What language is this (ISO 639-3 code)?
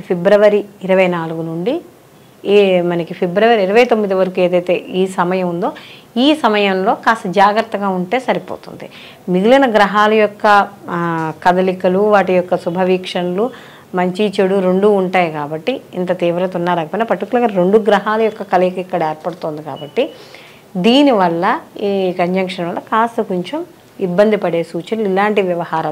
tel